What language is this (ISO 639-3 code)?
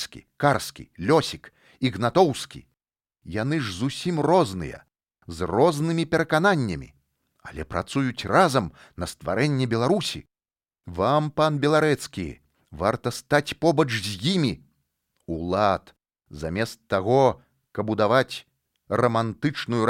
bel